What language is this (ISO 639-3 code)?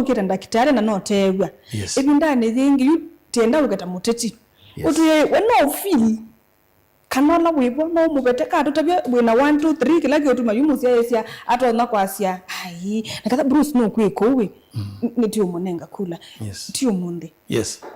kam